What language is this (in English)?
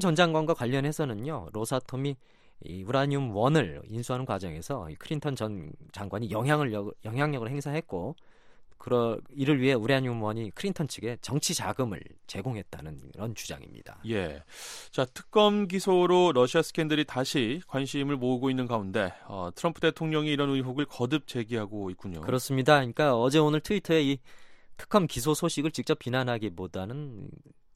Korean